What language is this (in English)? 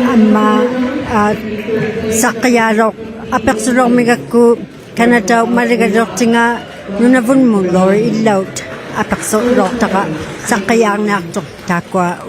Inuktitut